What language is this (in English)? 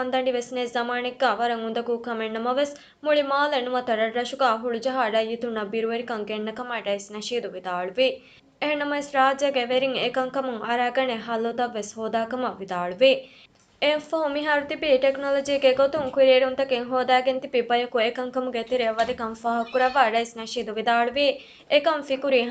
Divehi